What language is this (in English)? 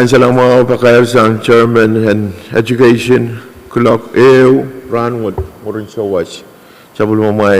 Pohnpeian